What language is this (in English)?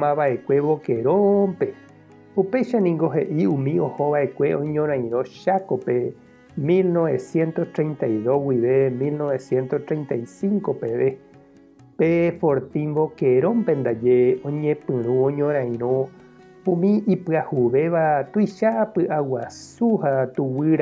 Guarani